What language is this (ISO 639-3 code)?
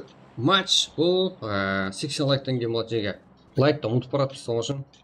kaa